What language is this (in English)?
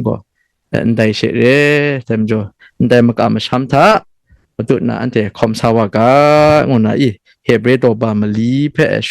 Kachin